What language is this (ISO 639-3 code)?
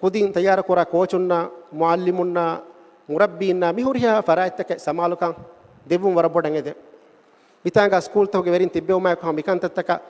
div